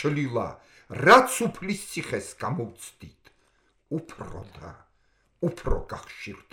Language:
Georgian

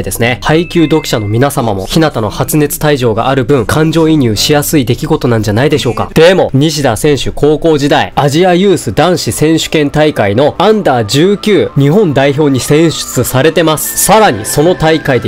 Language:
Japanese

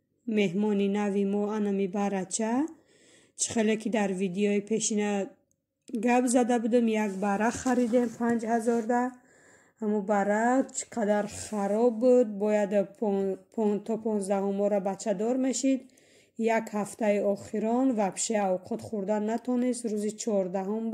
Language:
Tajik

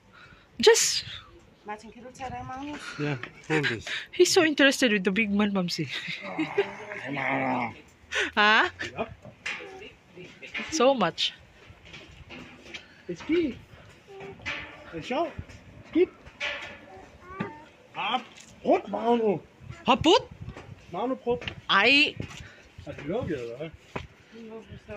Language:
Danish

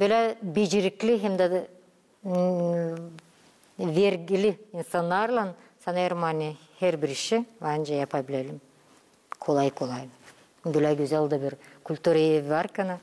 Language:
Gagauz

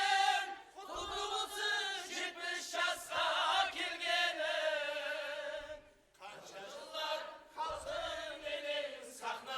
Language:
Kara-Kalpak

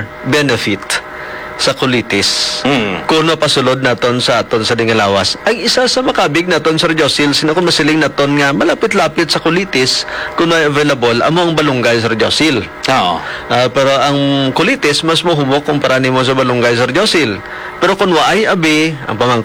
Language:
Hiligaynon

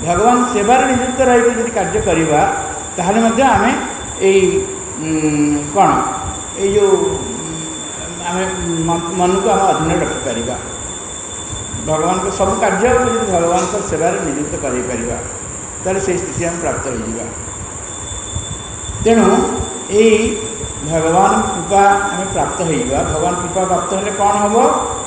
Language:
Odia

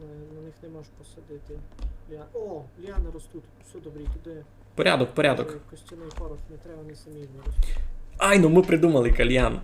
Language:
Rusyn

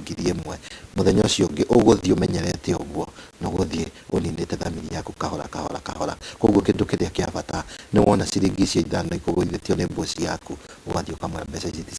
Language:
Kikuyu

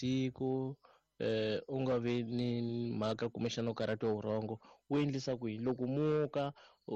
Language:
Tsonga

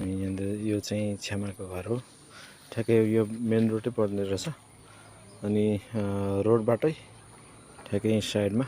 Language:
Nepali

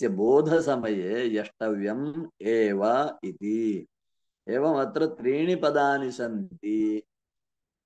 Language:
Sanskrit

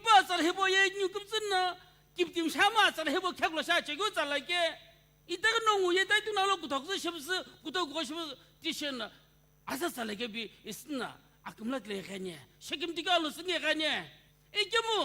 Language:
Sumi Naga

